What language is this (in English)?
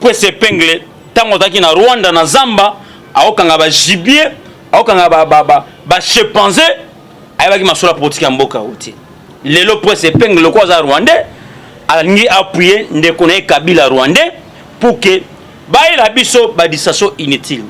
Lingala